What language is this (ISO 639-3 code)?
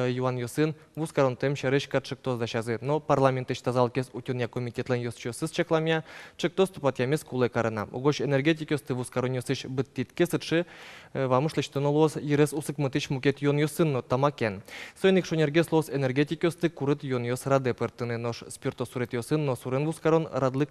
udm